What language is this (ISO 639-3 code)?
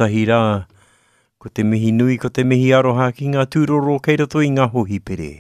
mri